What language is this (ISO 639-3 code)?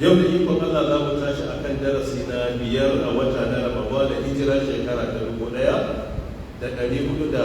hau